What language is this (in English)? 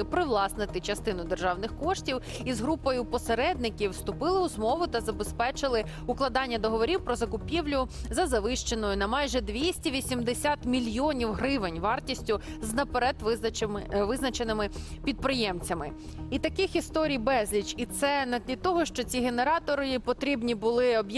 Ukrainian